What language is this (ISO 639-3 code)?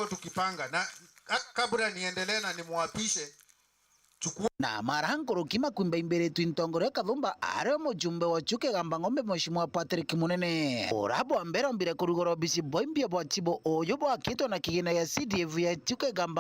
mer